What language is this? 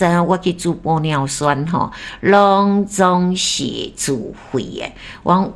Min Nan Chinese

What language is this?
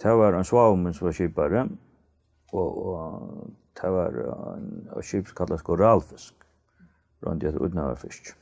Faroese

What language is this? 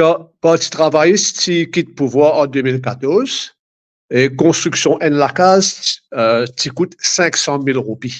Morisyen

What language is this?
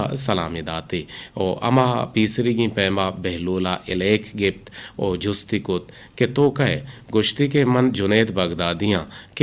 Eastern Balochi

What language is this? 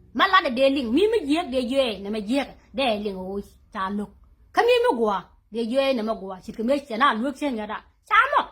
Nuer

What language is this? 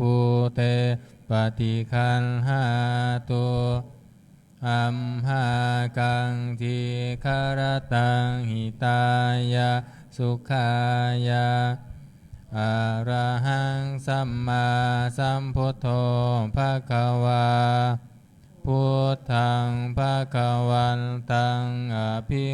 Pali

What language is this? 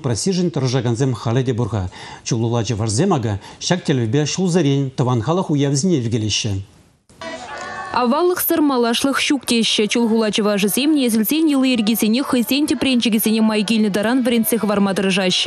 Chuvash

